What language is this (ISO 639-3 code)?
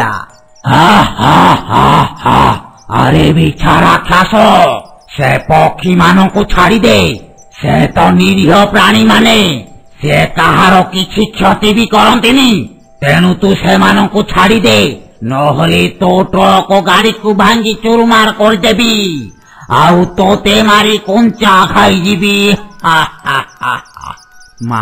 ori